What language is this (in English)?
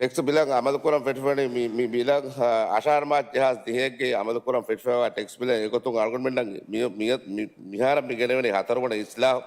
Divehi